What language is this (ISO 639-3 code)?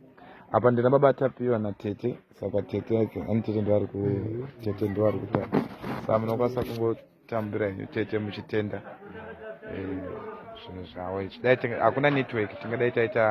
sna